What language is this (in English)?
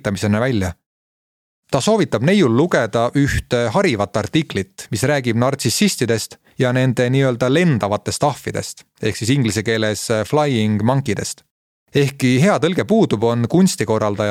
Estonian